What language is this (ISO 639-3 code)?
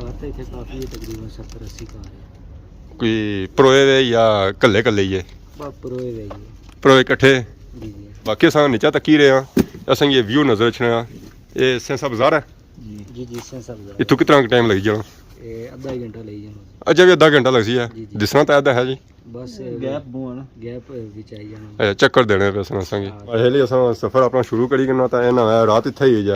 phr